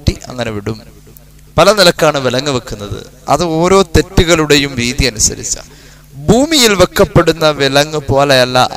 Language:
Malayalam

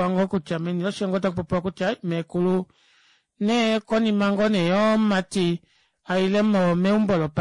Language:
Kuanyama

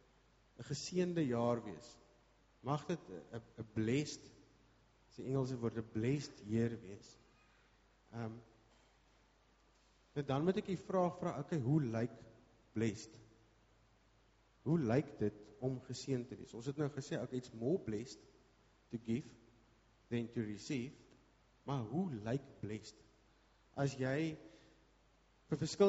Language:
Afrikaans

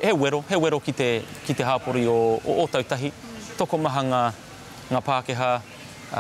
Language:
Māori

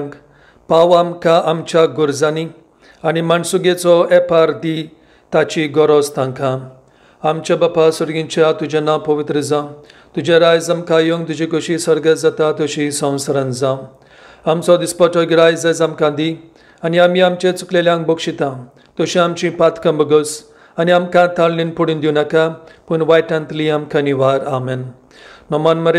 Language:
Konkani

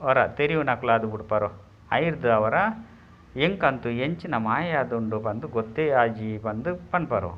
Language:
Tulu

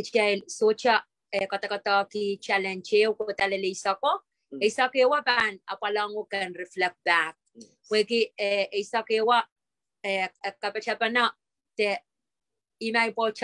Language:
Pohnpeian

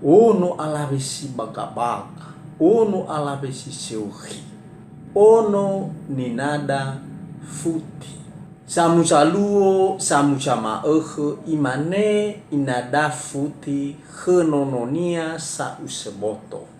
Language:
Nias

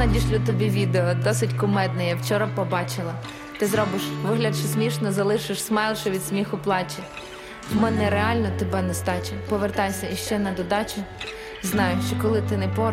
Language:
Ukrainian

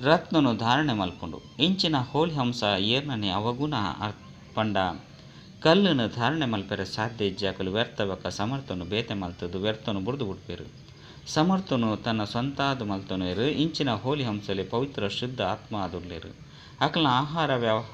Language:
Tulu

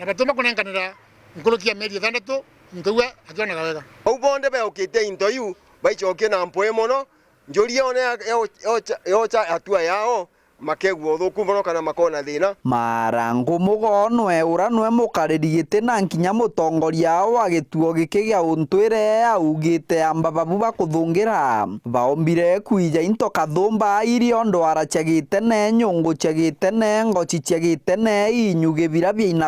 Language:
Meru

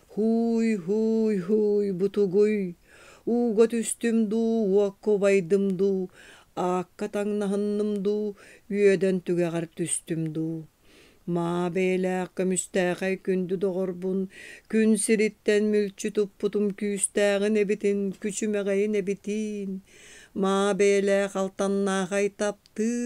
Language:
Yakut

